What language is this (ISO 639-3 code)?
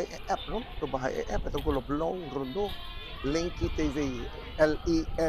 pap